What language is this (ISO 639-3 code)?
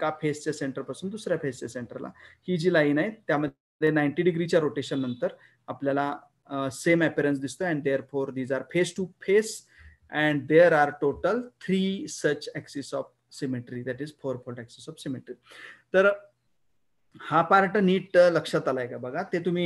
mar